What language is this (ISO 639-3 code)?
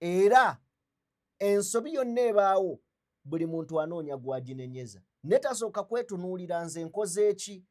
lug